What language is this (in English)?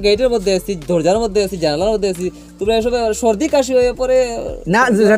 Sylheti